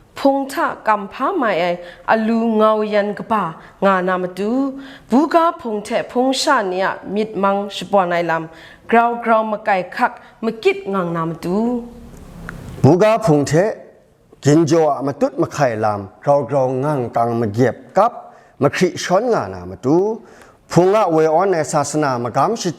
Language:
Kachin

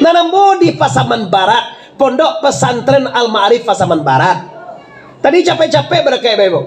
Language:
Minangkabau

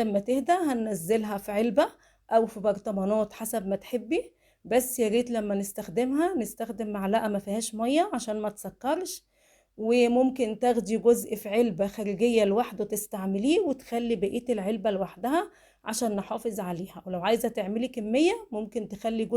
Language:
Egyptian Arabic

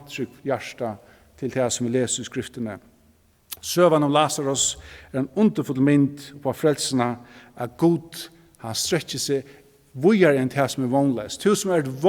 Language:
Faroese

